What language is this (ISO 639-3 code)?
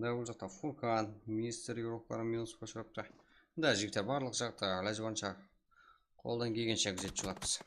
kaa